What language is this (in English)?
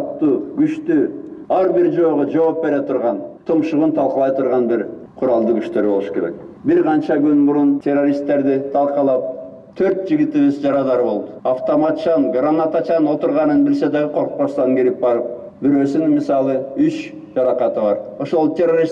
Kyrgyz